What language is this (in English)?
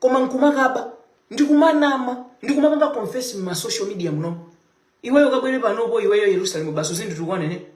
Nyanja